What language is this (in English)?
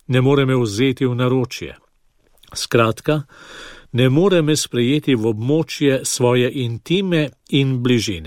Slovenian